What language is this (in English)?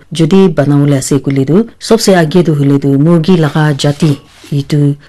Naga Pidgin